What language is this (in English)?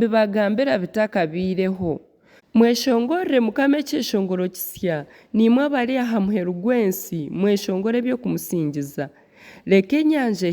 Nyankole